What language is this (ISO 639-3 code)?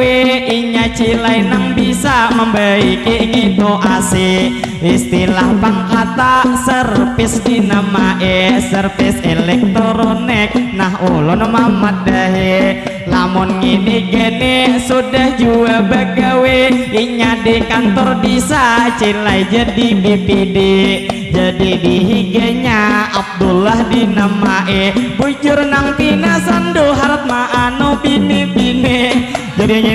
bjn